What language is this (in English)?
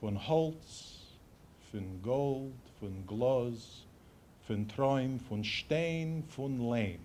Yiddish